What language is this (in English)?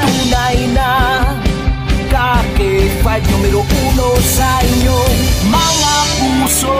Hiligaynon